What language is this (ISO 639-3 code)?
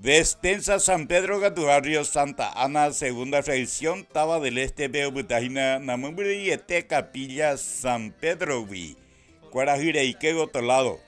grn